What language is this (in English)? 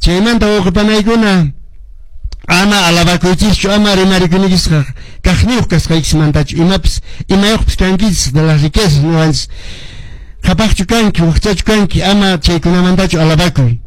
Quechua